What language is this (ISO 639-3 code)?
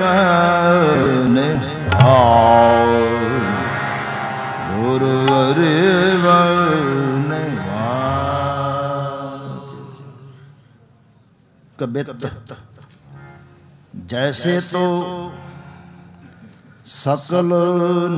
pan